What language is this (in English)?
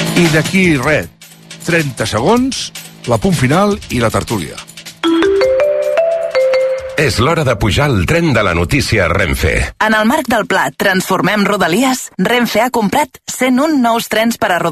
Catalan